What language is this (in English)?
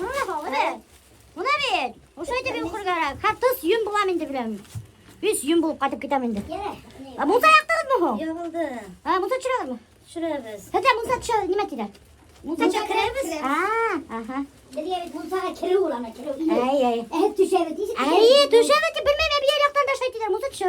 Bashkir